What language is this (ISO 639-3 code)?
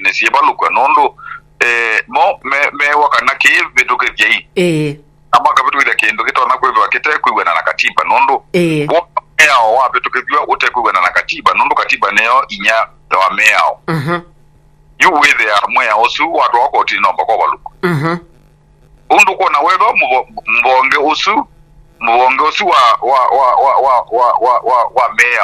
kam